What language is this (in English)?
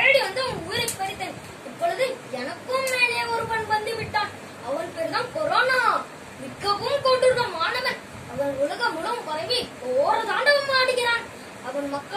Tamil